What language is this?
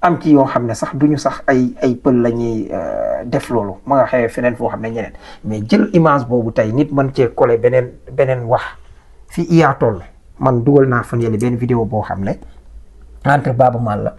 Wolof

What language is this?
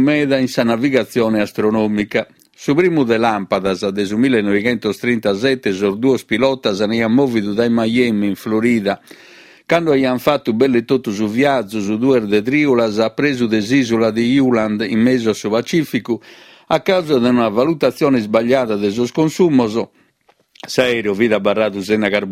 Sardinian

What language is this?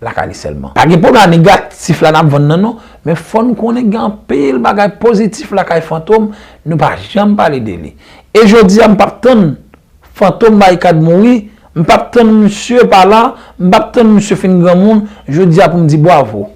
Haitian Creole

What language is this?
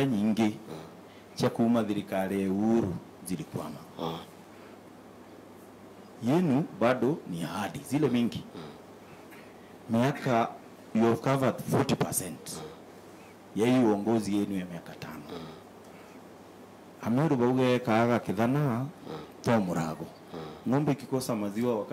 Swahili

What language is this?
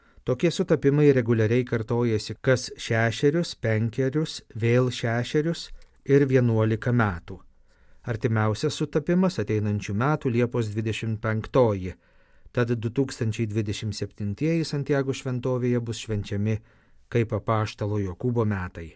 Lithuanian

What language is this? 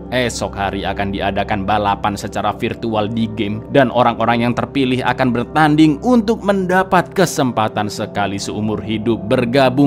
Indonesian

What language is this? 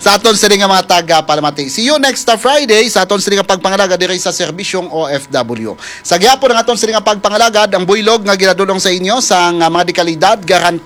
Hiligaynon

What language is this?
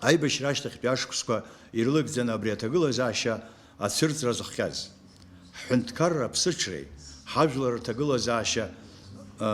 Abkhazian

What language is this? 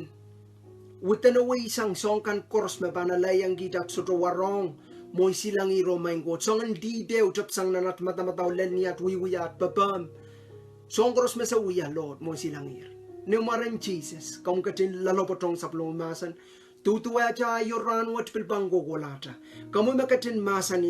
Pohnpeian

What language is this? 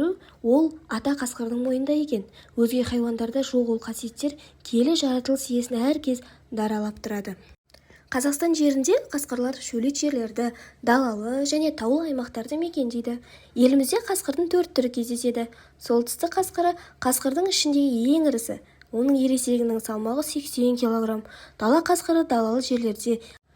Kazakh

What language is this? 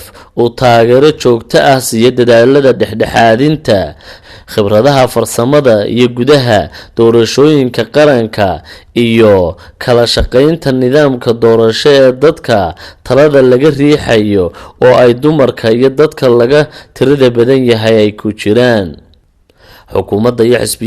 Somali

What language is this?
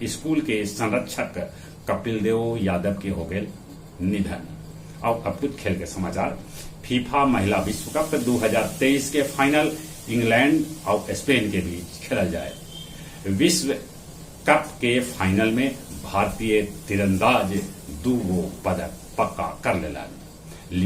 Magahi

